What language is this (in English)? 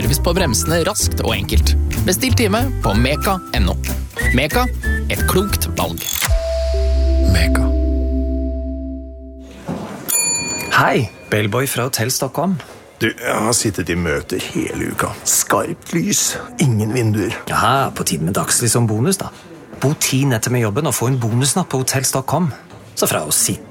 Norwegian